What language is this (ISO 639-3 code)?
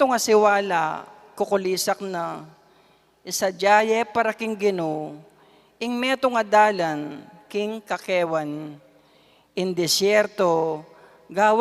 pam